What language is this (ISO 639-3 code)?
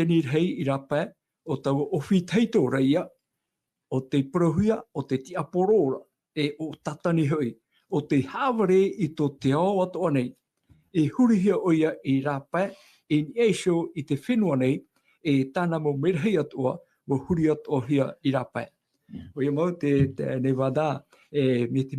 tah